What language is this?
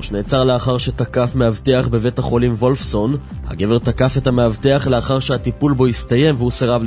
Hebrew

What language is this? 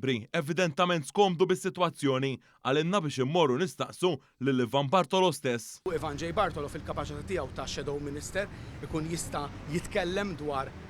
Maltese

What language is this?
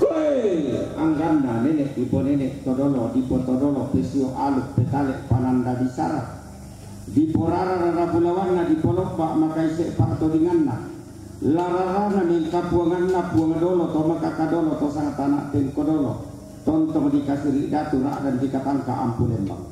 Toraja-Sa'dan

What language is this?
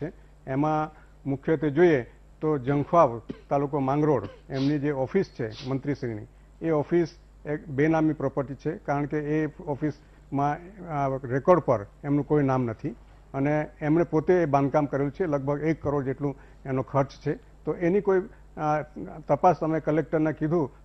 Gujarati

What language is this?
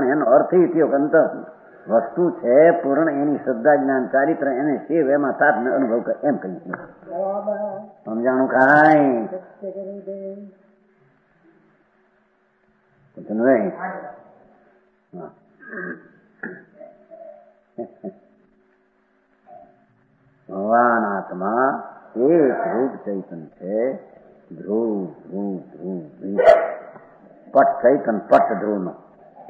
Gujarati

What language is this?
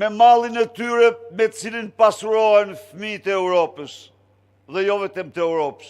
Albanian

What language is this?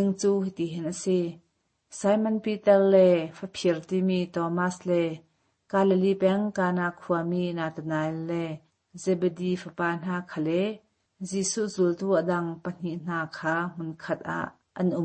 Hakha Chin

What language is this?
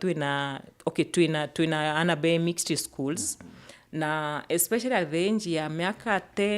Meru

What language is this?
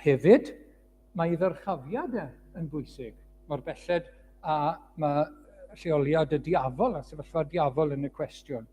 Welsh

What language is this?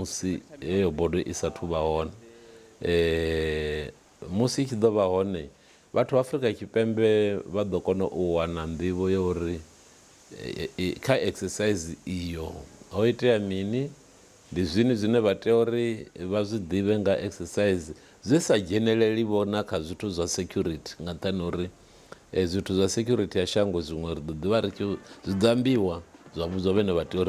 Venda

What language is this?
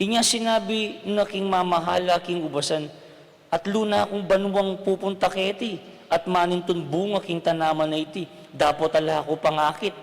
Pampanga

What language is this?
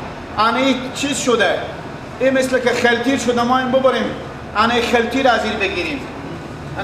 Persian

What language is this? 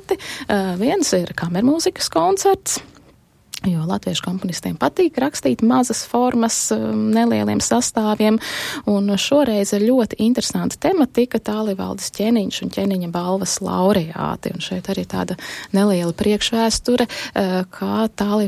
Latvian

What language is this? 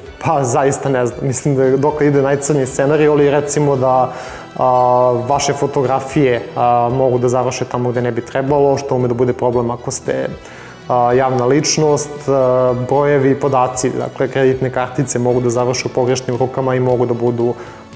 Serbian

